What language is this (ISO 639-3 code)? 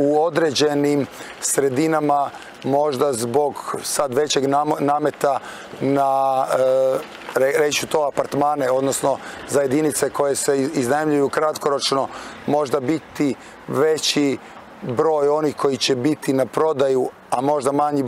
hrv